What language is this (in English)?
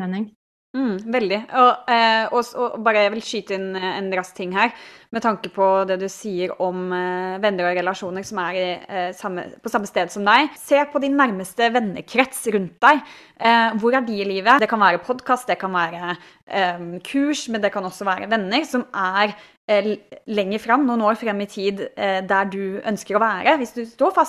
Norwegian